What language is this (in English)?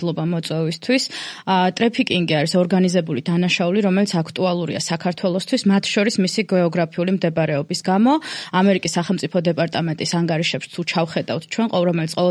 Georgian